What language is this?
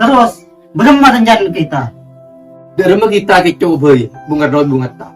Madurese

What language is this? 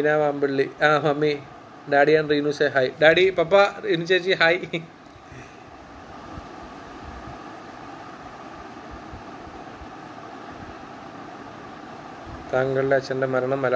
Malayalam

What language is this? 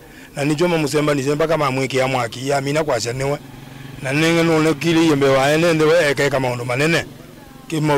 Kamba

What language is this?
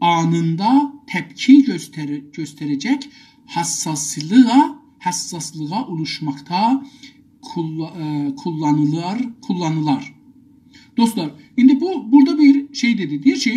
South Azerbaijani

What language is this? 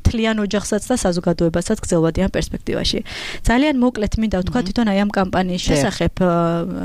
Georgian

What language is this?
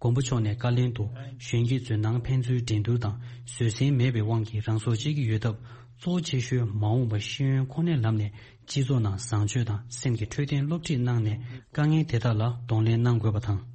Tibetan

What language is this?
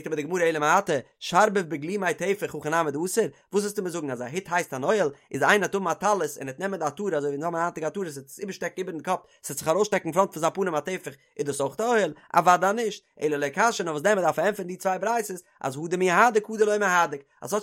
Yiddish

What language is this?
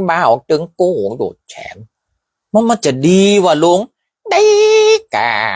Northern Thai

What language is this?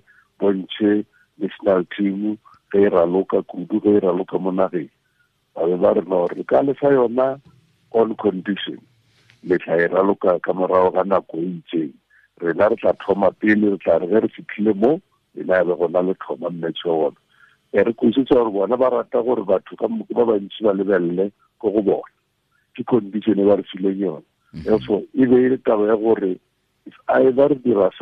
Tswana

